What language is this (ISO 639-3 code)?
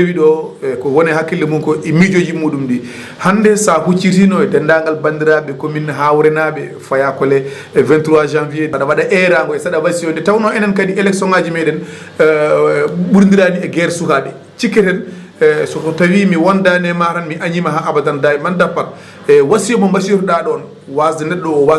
ful